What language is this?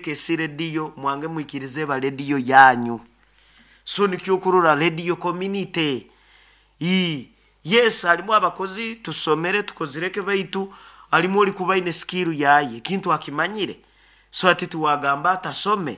Nyoro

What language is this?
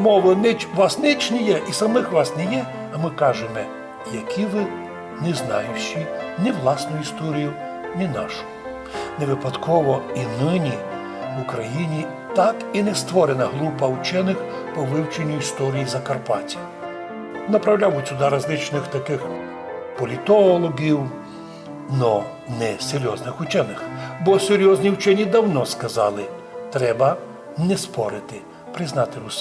Rusyn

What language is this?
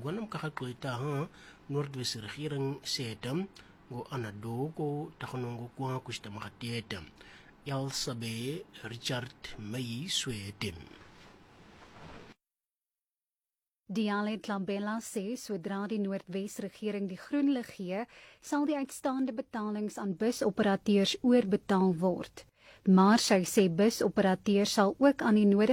Afrikaans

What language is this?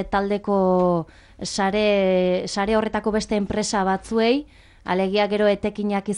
Basque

